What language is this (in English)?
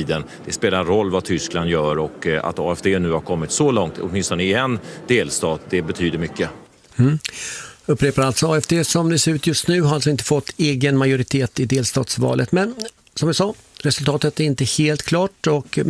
Swedish